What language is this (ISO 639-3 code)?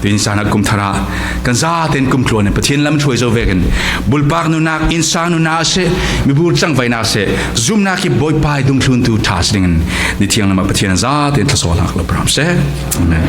cfm